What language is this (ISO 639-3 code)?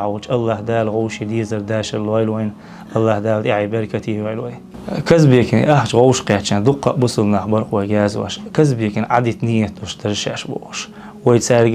che